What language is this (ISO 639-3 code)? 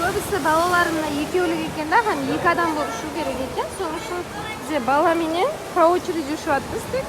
kaa